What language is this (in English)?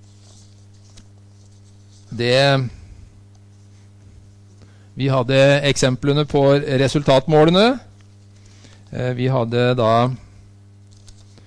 Norwegian